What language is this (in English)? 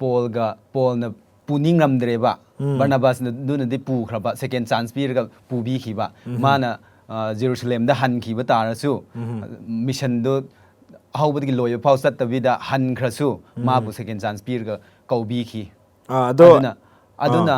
Manipuri